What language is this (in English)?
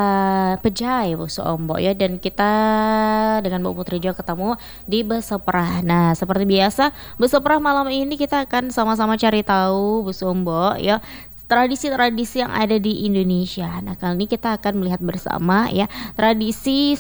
Indonesian